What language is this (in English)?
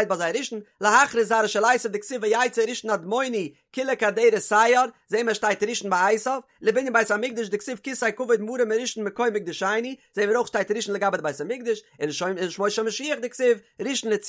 Yiddish